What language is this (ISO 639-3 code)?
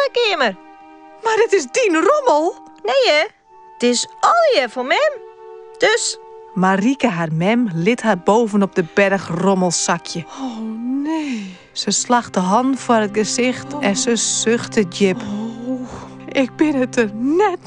fry